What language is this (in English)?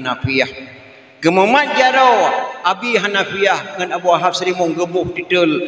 Achinese